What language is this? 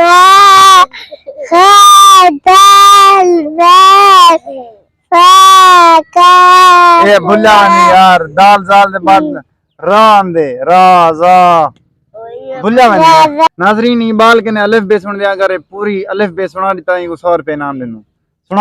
Saraiki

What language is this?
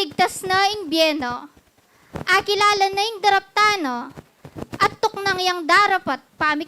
Pampanga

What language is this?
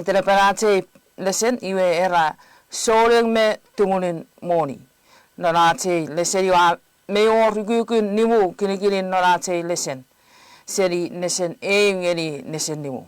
Chuukese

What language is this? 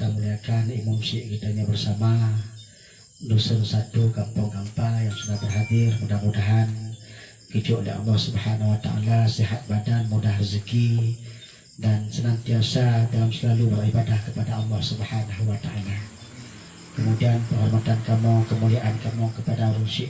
Achinese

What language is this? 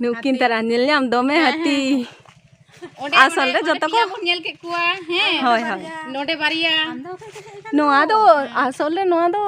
Santali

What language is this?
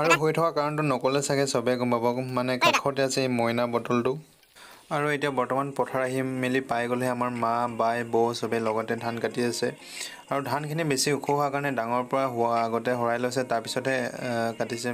Assamese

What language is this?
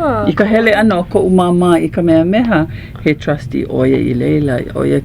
Hawaiian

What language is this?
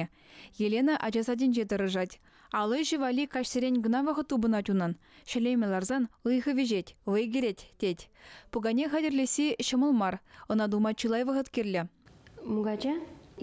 Chuvash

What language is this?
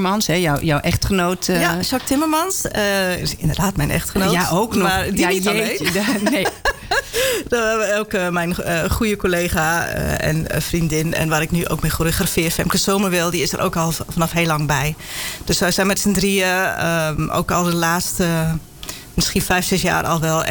Dutch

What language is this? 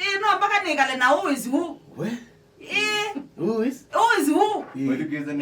Kamba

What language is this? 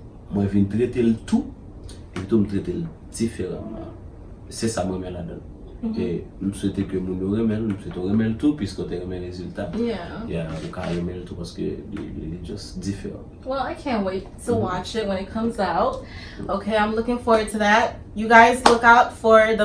Haitian Creole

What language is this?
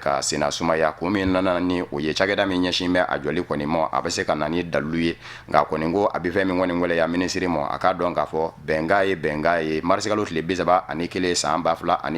Bambara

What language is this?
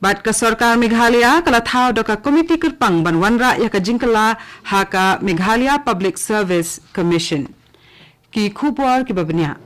Khasi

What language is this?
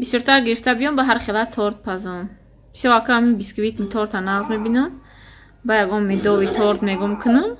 Tajik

